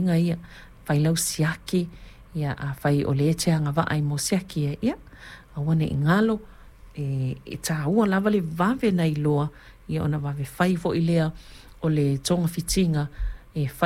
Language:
Samoan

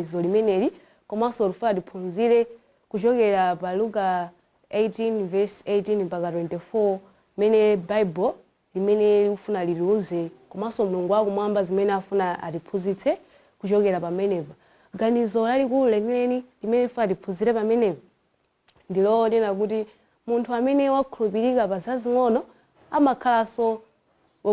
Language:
Nyanja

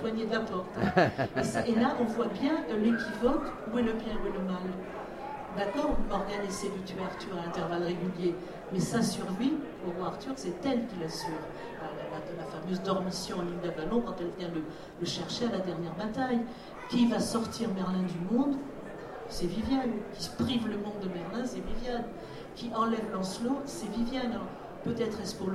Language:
French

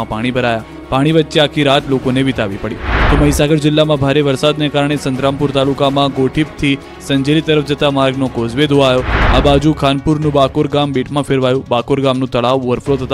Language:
Gujarati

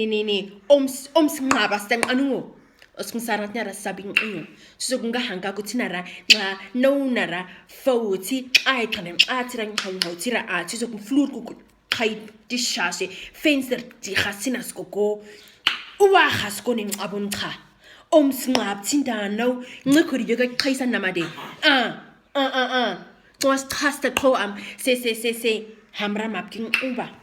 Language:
Nama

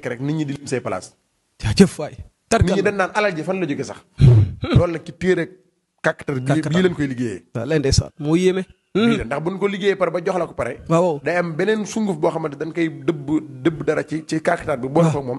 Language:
Wolof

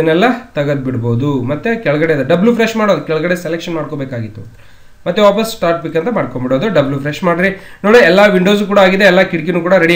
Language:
Kannada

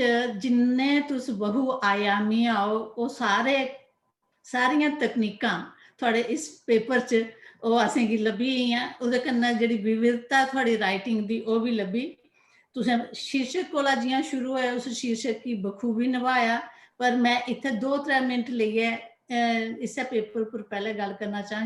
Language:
Dogri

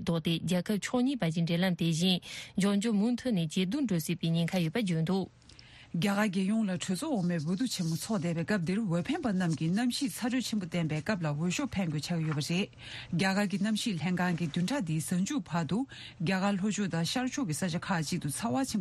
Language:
Tibetan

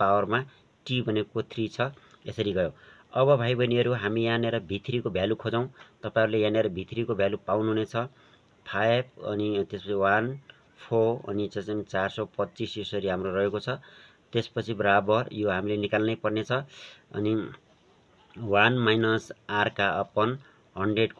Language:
Nepali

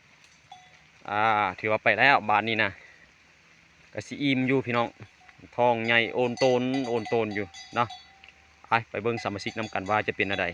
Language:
Lao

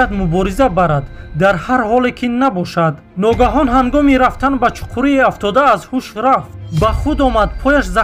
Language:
Tajik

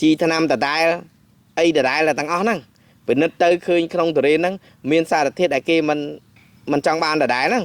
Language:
Khmer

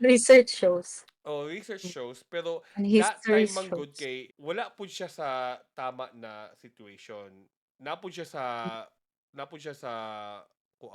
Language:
Cebuano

